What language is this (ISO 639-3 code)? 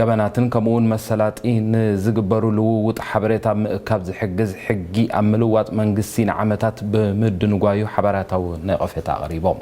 tir